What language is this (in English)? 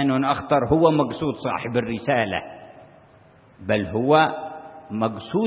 Arabic